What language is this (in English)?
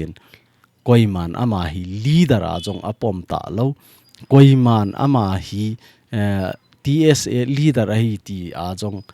Thado Chin